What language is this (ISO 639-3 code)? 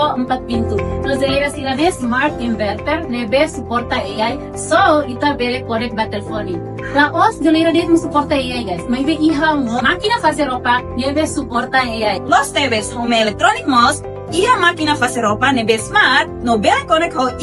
tet